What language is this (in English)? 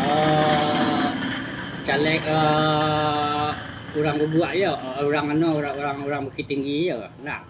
Minangkabau